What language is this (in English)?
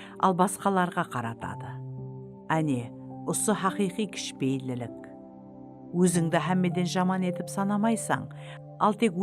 Kara-Kalpak